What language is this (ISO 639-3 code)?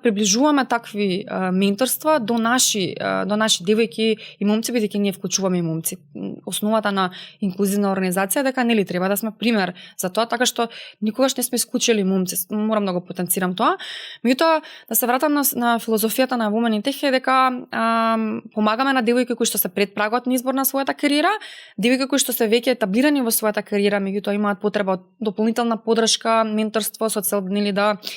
mkd